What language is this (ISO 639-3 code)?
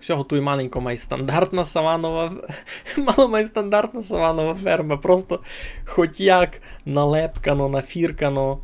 rue